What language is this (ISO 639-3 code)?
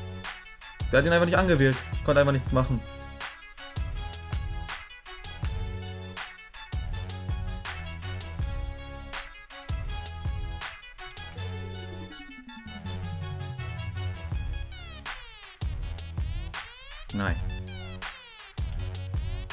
deu